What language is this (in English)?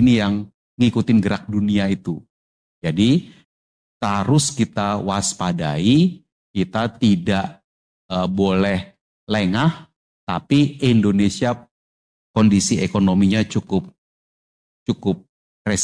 Indonesian